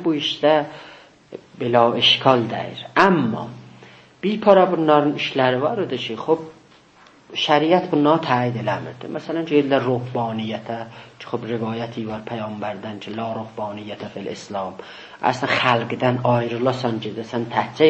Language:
South Azerbaijani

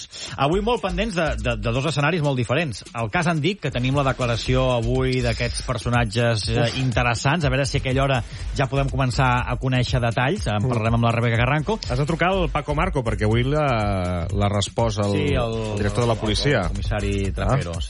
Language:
Catalan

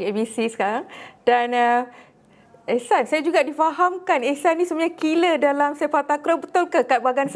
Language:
Malay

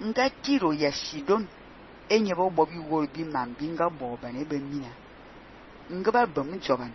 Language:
Fang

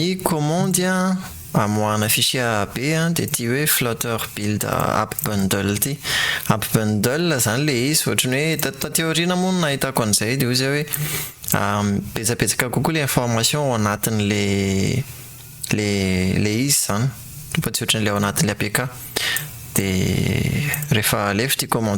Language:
Malagasy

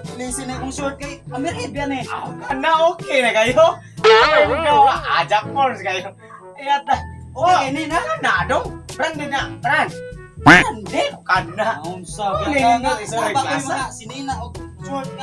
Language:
Cebuano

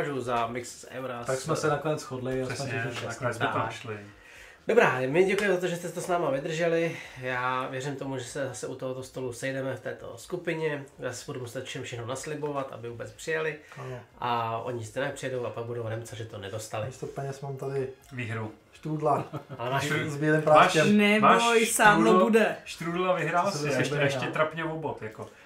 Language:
Czech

